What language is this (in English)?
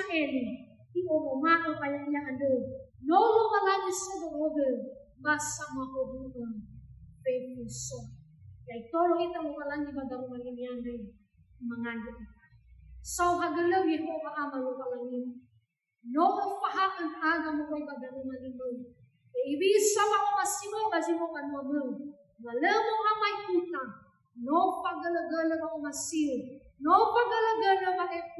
Nias